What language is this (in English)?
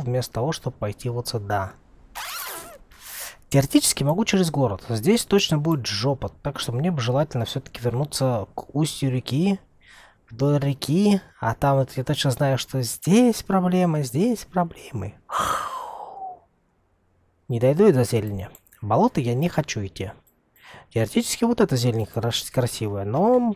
Russian